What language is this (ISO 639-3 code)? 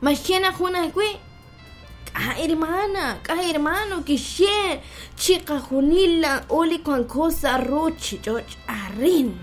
kek